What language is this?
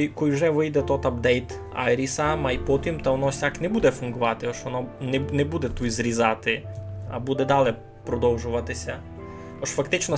Rusyn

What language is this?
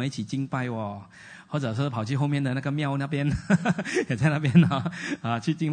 Chinese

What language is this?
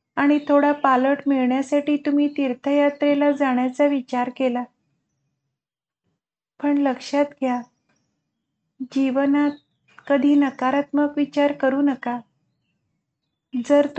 Marathi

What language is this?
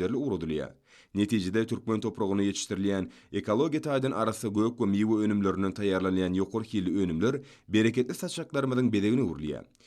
Turkmen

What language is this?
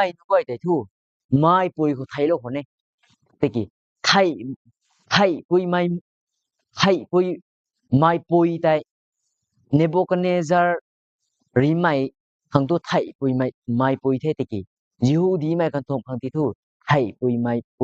Rongmei Naga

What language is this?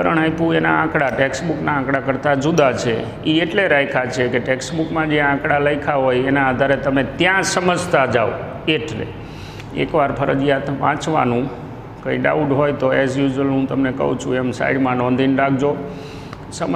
Gujarati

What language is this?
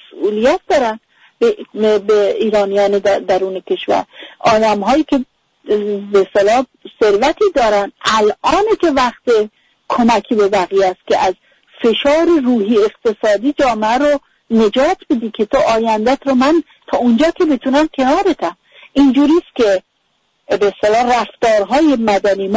Persian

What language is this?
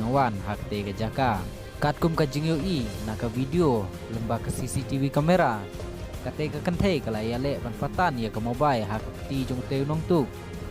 Khasi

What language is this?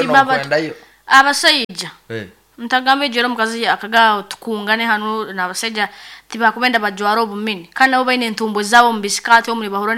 Nyoro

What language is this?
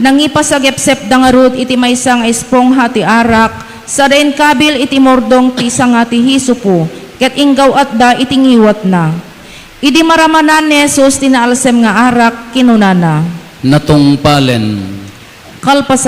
Iloko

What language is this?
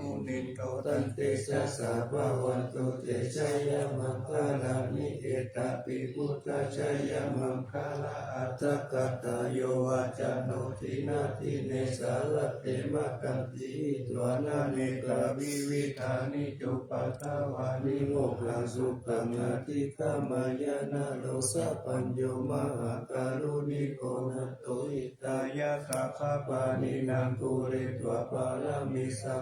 Pali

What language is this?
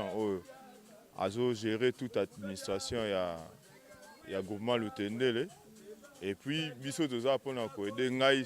Lingala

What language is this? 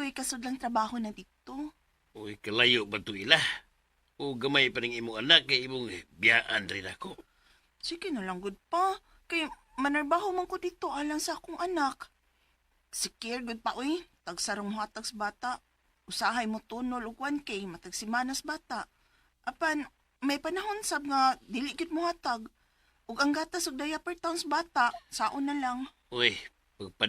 Cebuano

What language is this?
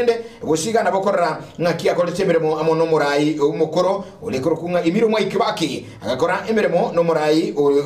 Gusii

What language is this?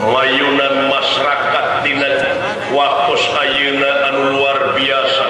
Sundanese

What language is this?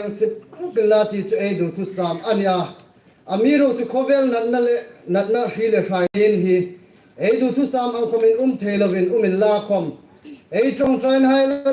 Hmar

